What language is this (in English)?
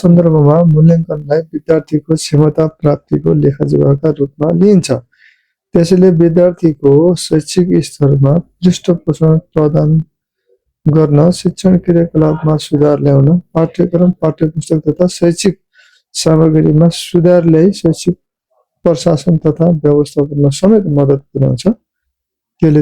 Nepali